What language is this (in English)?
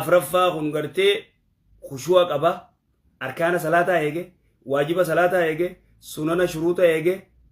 Oromo